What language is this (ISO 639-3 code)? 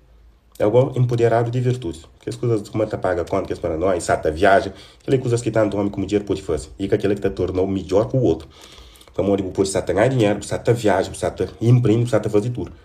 kea